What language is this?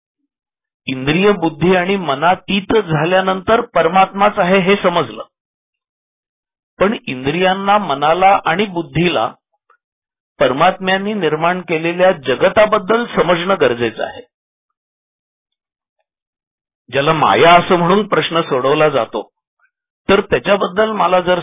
Marathi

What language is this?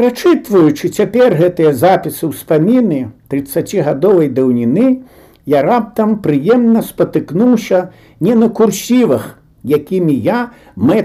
Belarusian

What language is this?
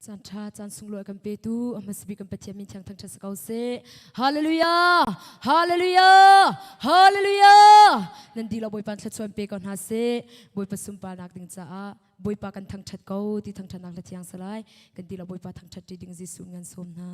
Hakha Chin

